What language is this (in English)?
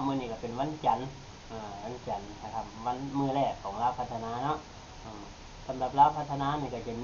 Northeastern Thai